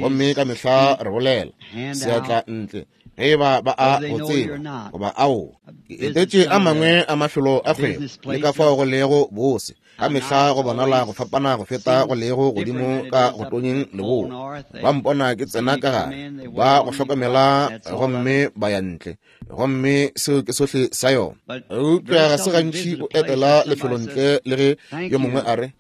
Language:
Northern Sotho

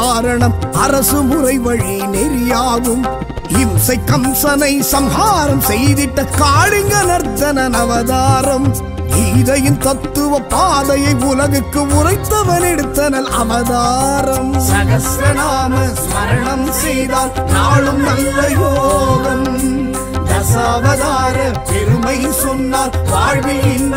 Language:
Tamil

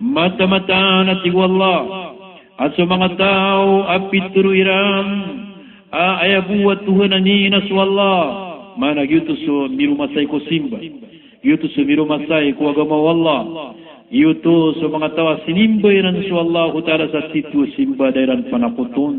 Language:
Maranao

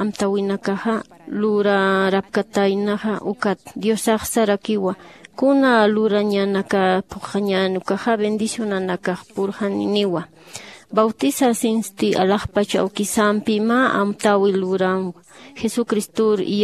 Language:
Aymara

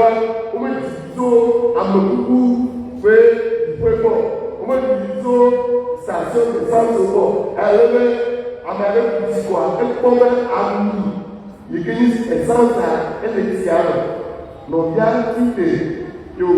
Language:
Ewe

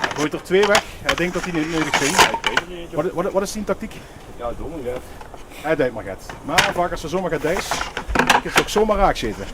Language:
Limburgish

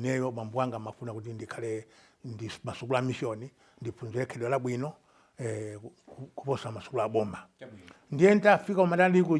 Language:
Nyanja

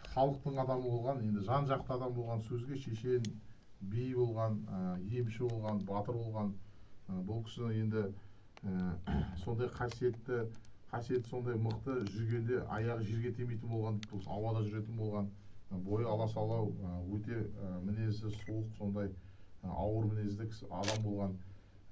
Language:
Kazakh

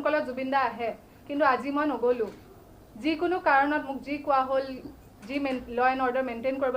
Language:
Assamese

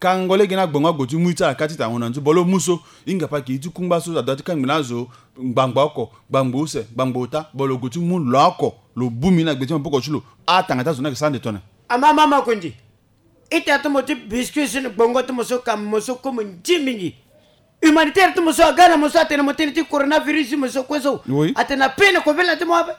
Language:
Sango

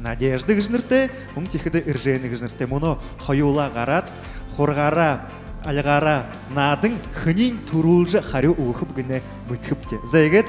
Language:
Buriat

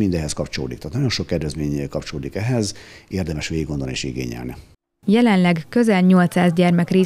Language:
Hungarian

